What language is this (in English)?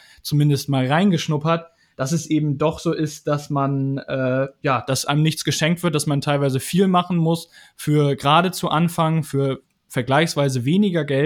German